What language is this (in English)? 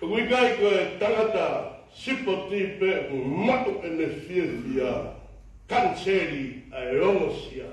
Tongan